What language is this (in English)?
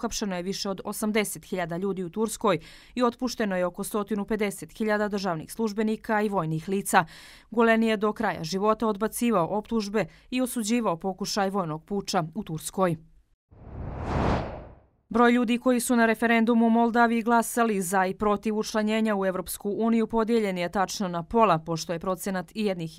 Bosnian